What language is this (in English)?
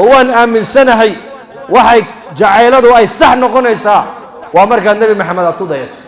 Somali